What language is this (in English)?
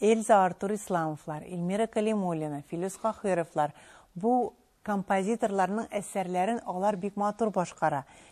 Tatar